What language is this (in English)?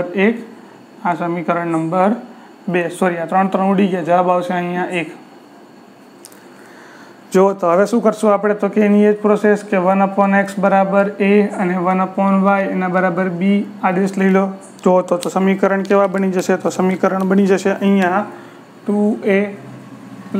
Gujarati